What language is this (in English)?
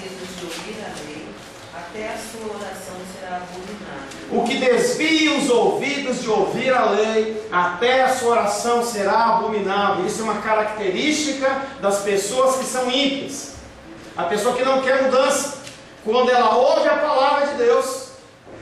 Portuguese